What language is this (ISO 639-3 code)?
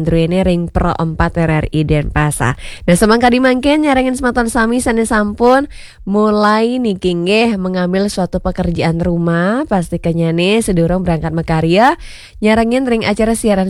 ban